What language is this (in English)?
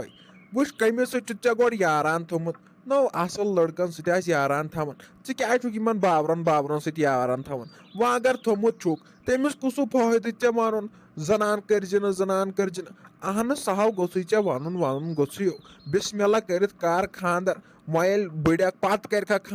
Kashmiri